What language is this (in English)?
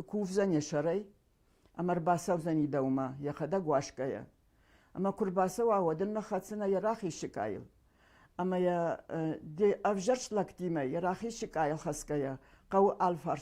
Ossetic